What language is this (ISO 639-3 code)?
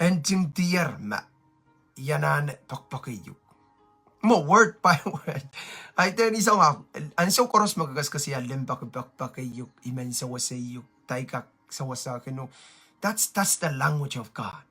pon